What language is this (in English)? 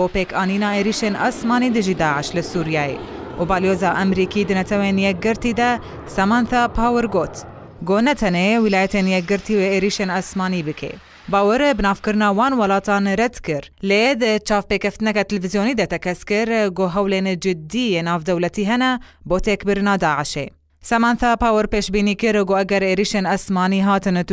Kurdish